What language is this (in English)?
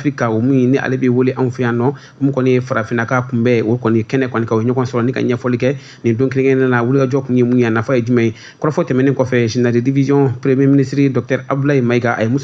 Bambara